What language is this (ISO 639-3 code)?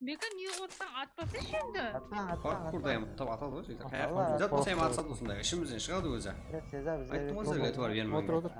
kaa